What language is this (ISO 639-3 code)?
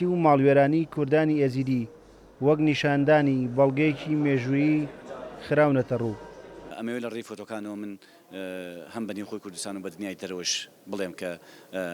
ckb